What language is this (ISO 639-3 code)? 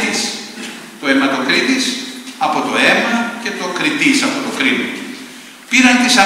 ell